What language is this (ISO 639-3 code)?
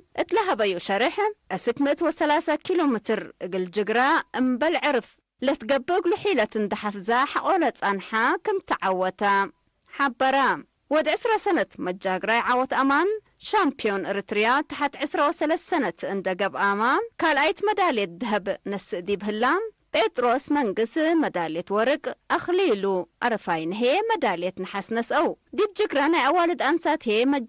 tig